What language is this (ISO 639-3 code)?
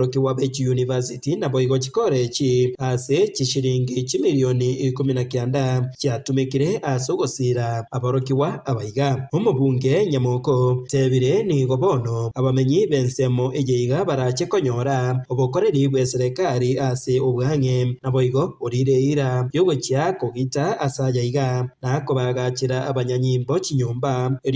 guz